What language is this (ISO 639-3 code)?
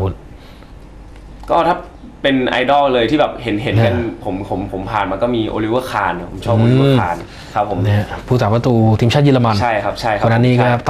tha